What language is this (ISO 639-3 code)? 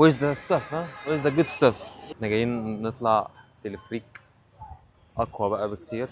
arz